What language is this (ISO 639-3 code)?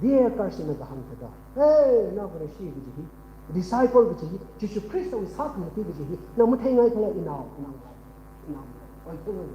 nmf